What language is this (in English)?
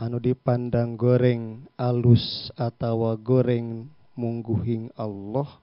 Sundanese